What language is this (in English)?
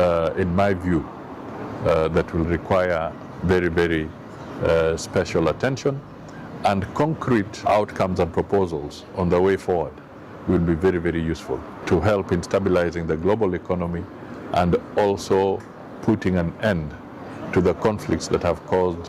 Kamba